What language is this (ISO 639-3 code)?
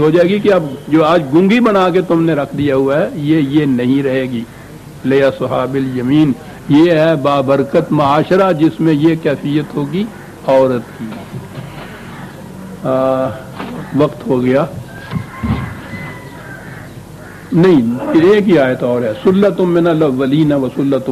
urd